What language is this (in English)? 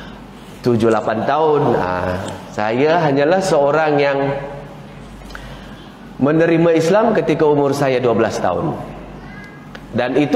Malay